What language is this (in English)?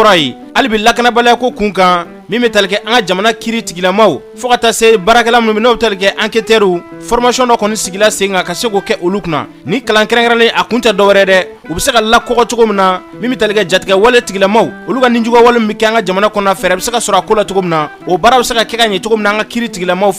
Bambara